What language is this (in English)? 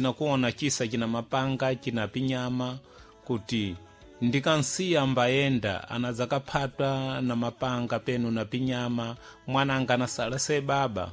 Sena